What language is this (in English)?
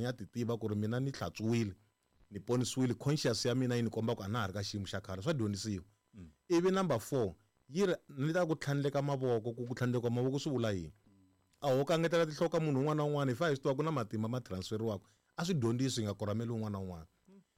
Tsonga